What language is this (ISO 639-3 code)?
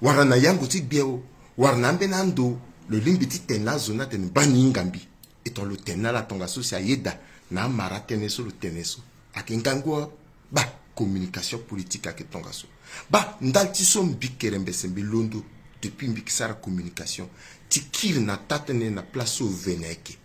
sag